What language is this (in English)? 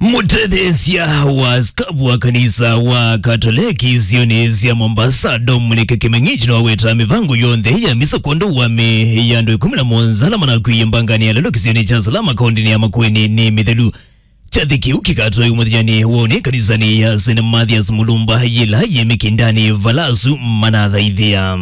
Kamba